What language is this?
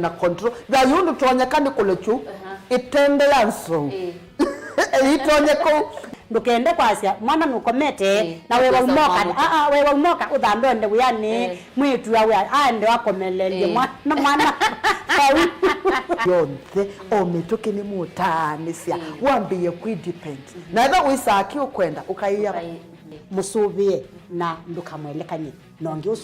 Kamba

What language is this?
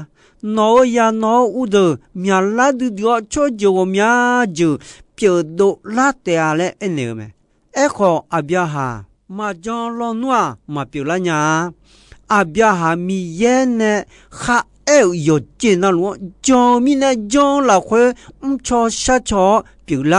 Akha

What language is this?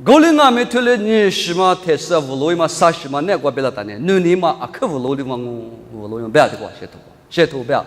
Lisu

